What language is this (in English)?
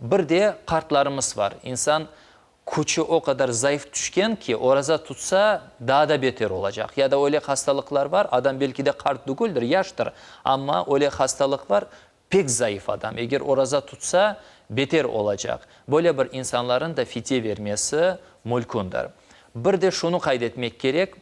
Crimean Tatar